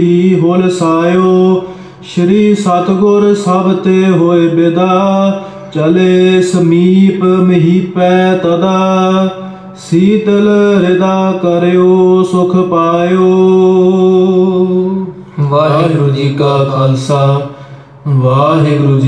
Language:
Punjabi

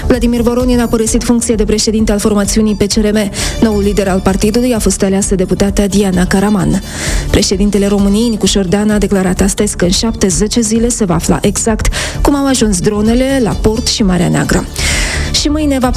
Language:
Romanian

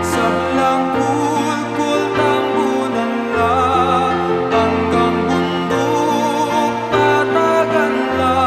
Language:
Pampanga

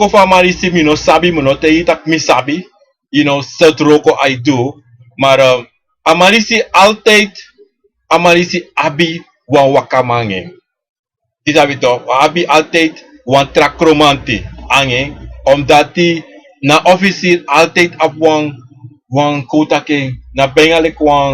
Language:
Sranan Tongo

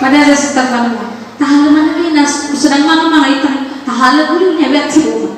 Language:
Nias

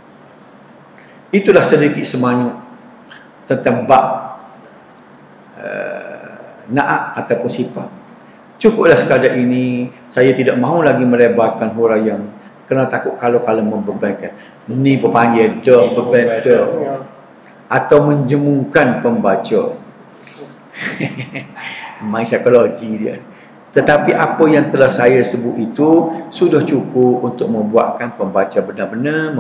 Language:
Malay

